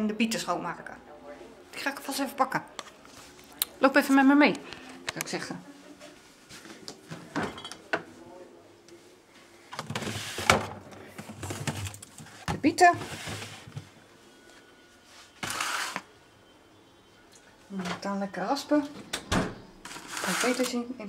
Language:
Dutch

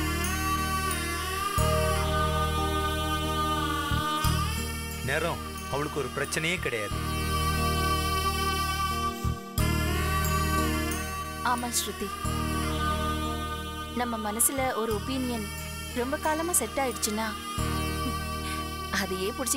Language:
Tamil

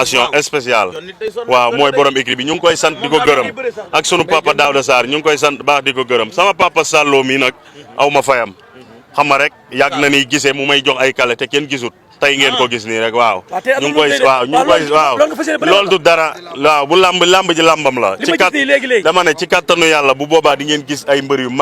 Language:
Wolof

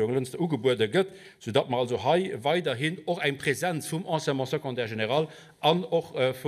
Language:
Luxembourgish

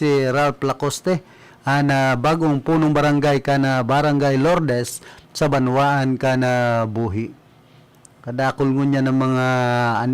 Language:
Bikol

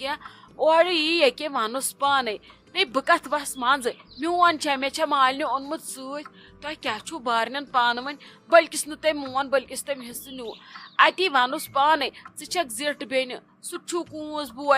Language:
Kashmiri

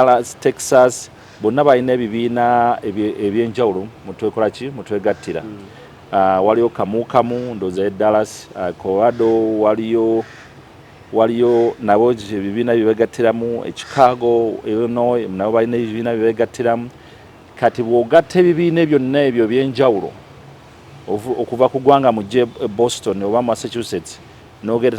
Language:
Ganda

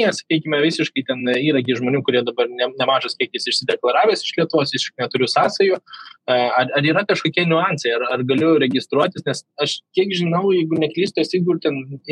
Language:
Lithuanian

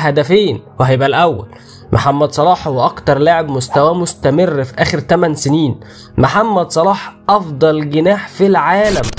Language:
Egyptian Arabic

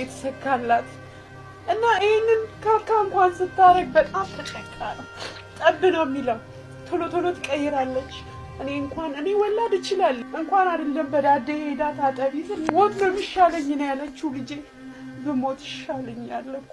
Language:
Amharic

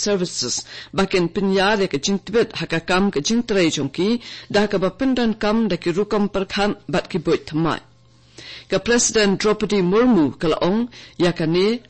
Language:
Khasi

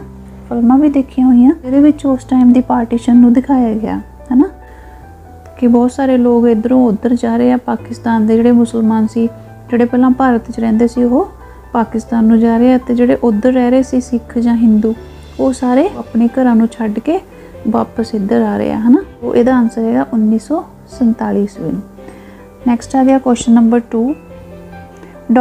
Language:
Punjabi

